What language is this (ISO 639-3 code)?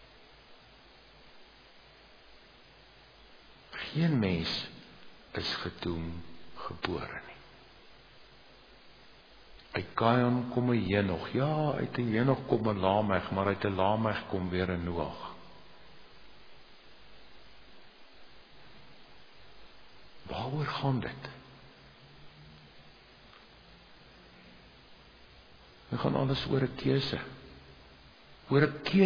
afr